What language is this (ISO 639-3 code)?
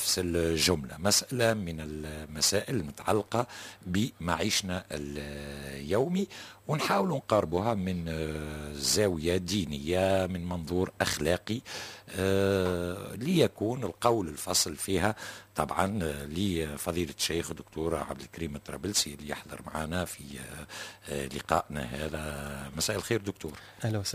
aeb